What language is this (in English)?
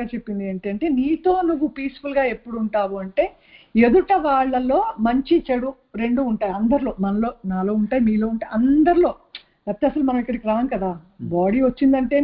Telugu